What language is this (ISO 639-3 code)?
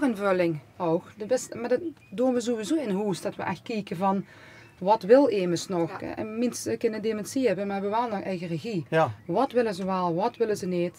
lim